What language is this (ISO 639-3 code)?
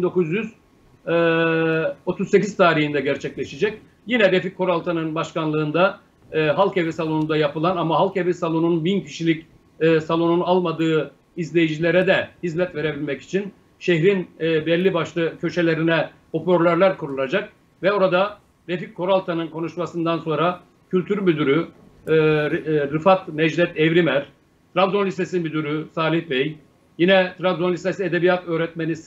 tur